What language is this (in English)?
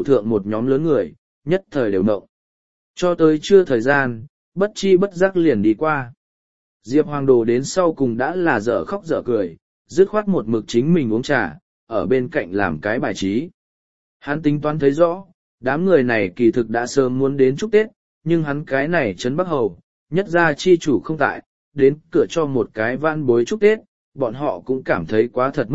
Vietnamese